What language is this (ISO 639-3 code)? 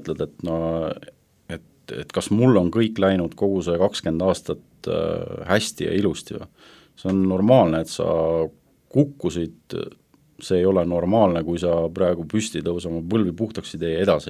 est